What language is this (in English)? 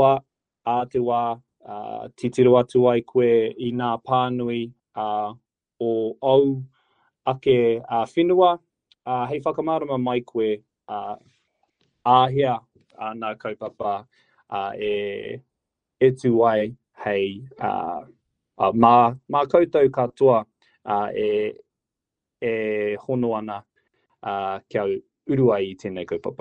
Māori